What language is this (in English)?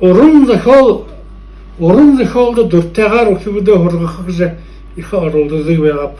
Buriat